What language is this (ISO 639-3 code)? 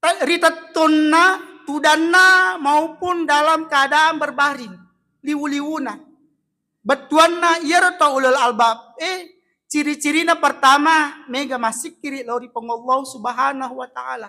bug